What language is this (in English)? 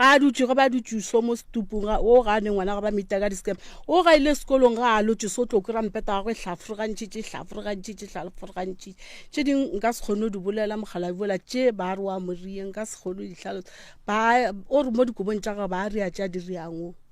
Northern Sotho